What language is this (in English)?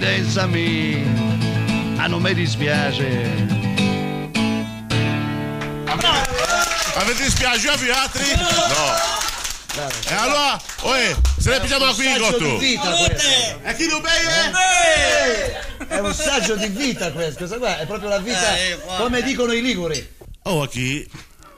Italian